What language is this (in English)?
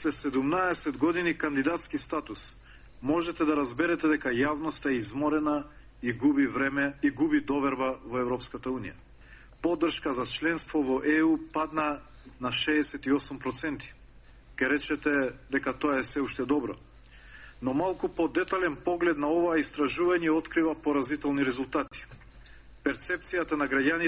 Macedonian